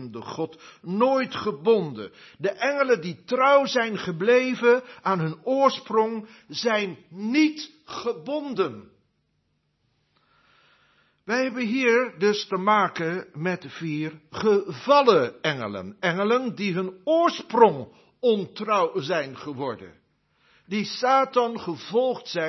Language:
Dutch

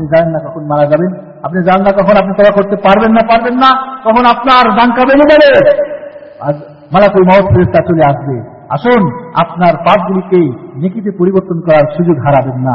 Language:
Bangla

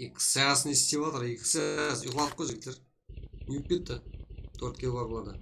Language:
Kara-Kalpak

